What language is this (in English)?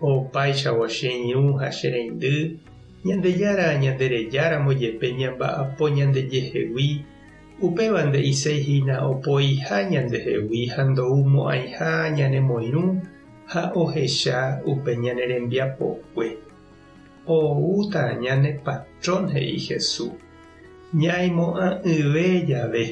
Guarani